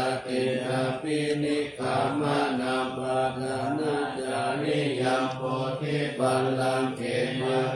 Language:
Pali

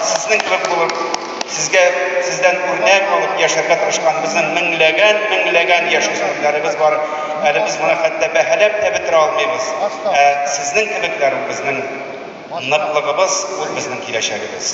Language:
Tatar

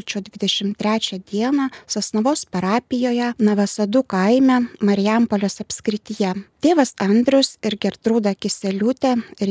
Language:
Lithuanian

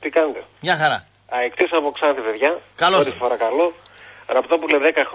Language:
Greek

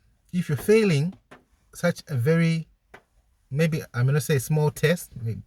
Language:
English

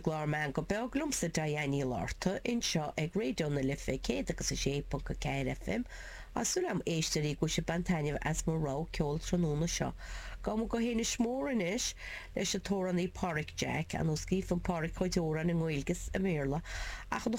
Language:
Irish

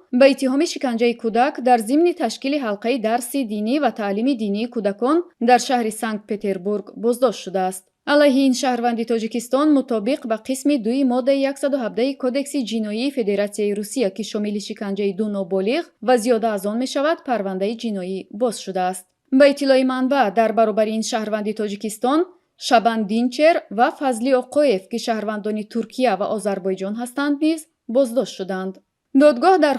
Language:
Tajik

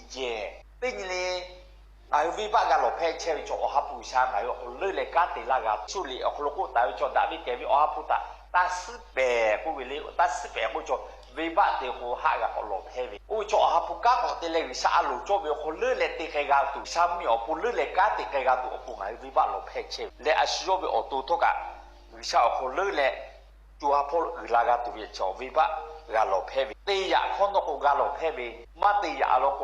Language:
Lahu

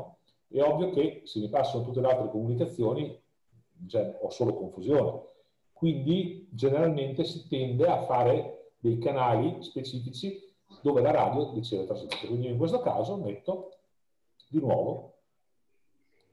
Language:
Italian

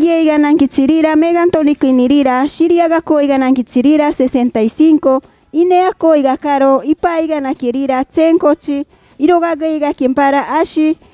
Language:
Machiguenga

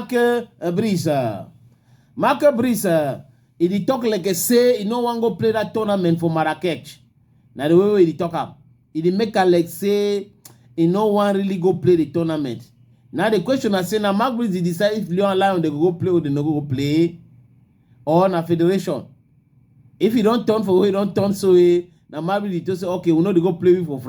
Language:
Cameroon Pidgin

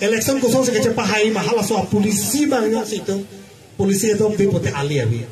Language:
Karbi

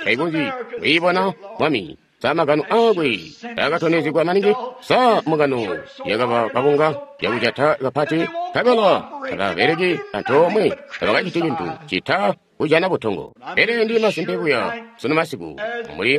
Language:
Tonga (Zambia)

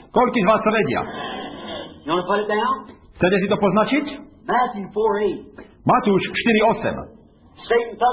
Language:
Slovak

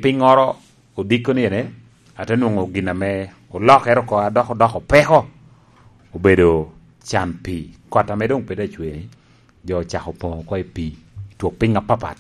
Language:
Lango (Uganda)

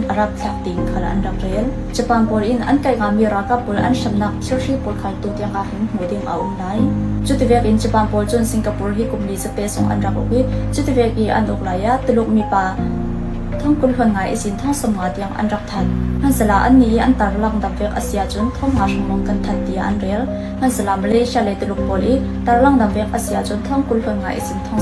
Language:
Falam Chin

